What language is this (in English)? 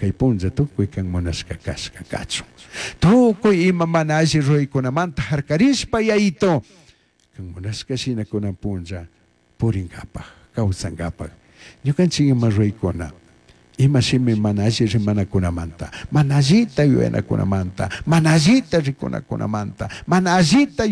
Chimborazo Highland Quichua